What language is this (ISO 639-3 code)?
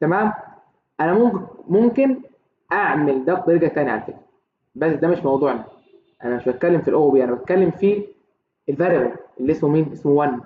arz